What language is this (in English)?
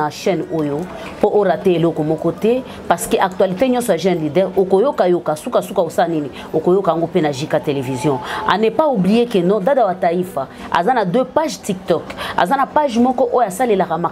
Lingala